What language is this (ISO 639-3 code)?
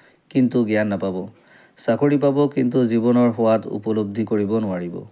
asm